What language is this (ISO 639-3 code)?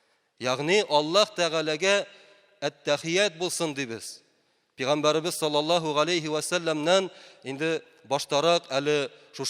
tat